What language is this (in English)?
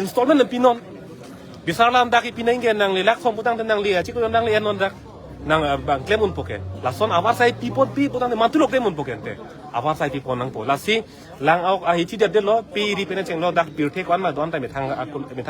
Karbi